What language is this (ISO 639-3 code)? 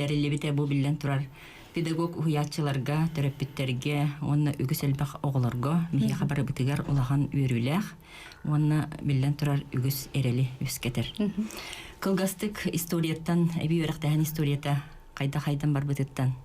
sah